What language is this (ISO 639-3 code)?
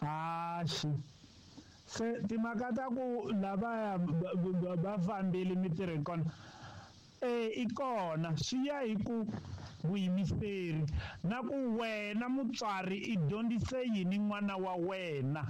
tso